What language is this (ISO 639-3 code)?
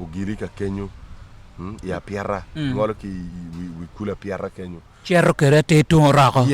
ach